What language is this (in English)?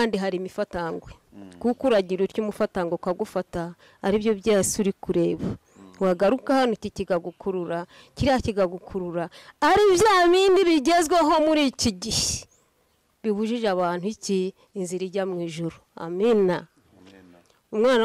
Kinyarwanda